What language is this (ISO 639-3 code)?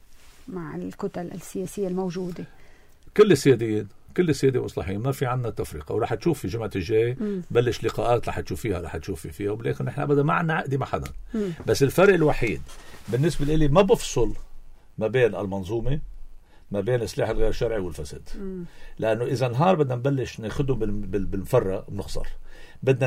apc